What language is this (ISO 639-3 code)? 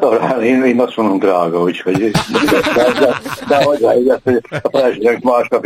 hun